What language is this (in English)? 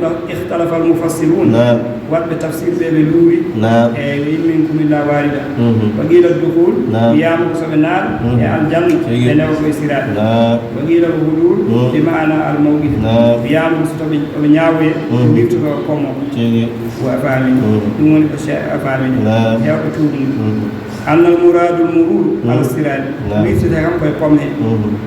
Fula